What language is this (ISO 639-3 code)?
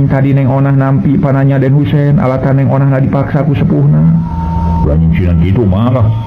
sun